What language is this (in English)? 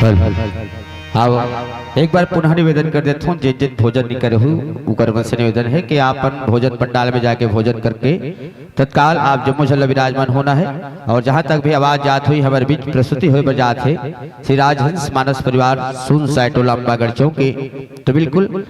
Chhattisgarhi